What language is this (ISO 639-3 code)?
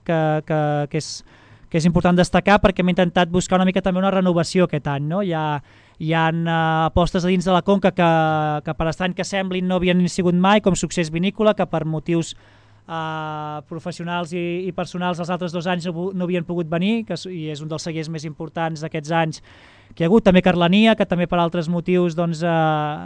cat